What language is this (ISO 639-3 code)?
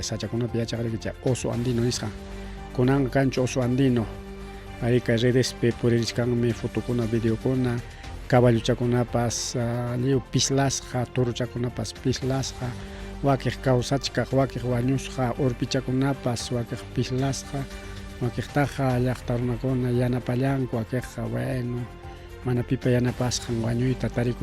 quy